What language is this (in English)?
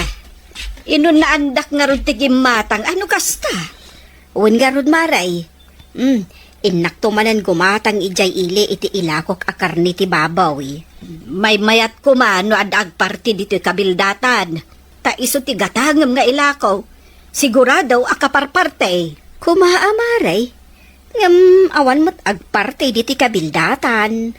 Iloko